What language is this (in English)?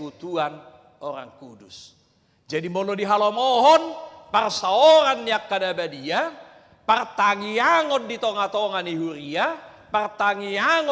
Batak Toba